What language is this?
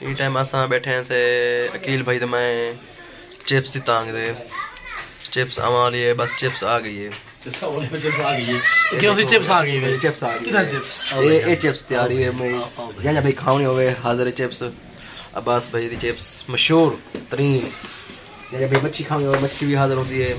Saraiki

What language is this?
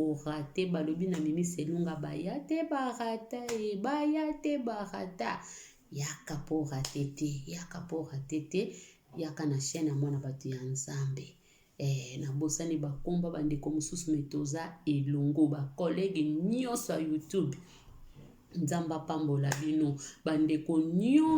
Lingala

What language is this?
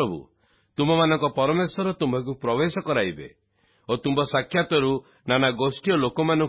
Odia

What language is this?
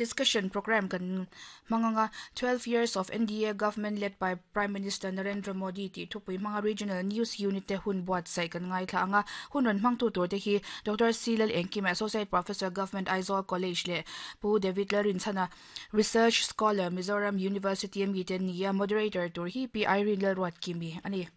Mizo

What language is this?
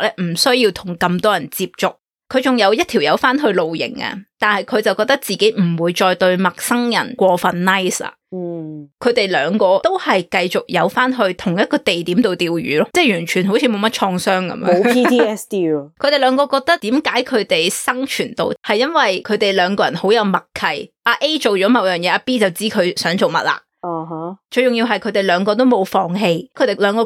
Cantonese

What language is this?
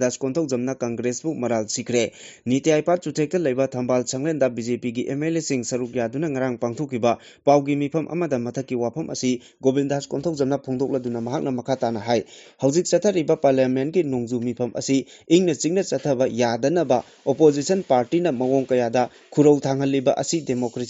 Manipuri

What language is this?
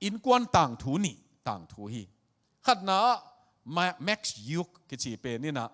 Tedim Chin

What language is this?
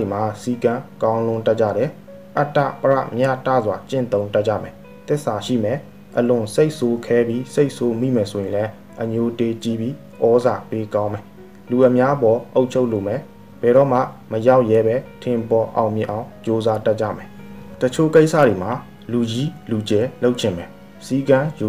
Burmese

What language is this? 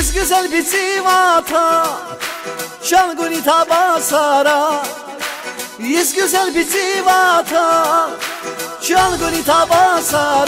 Tabassaran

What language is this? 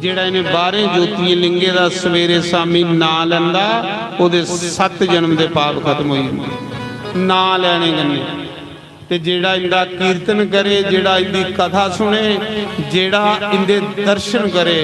Dogri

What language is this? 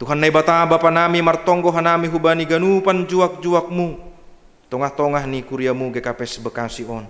Batak Simalungun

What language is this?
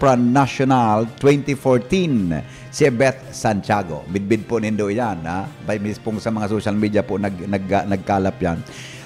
Bikol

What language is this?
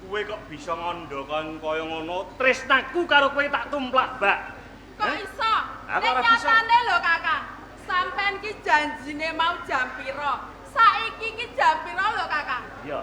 Javanese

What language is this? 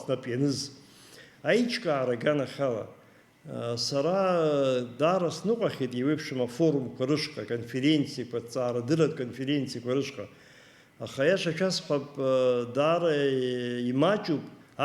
Abkhazian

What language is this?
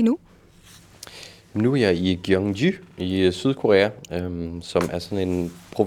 Danish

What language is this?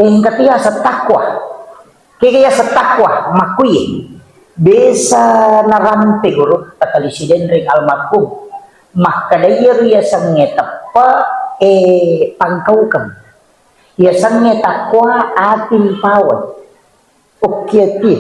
Buginese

